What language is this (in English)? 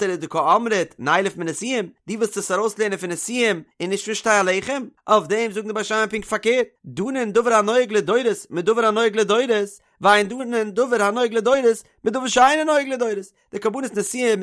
Yiddish